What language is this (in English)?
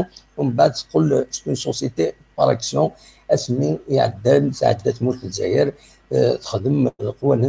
Kabyle